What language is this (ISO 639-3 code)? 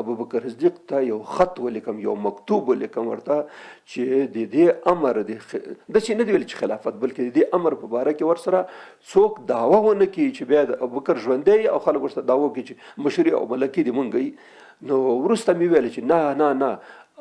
pus